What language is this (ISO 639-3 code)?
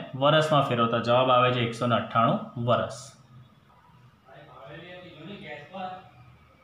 guj